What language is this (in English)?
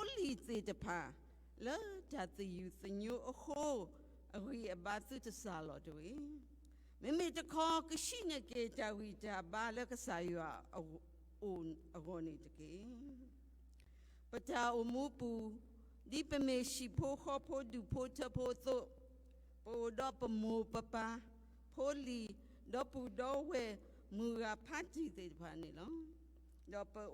S'gaw Karen